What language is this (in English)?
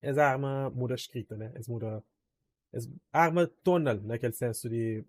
Kabuverdianu